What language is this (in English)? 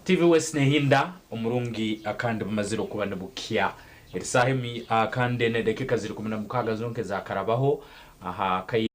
Nyankole